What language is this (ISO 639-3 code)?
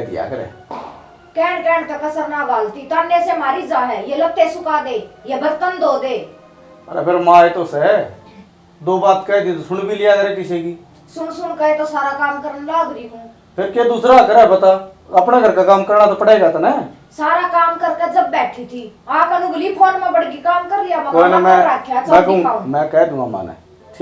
bgc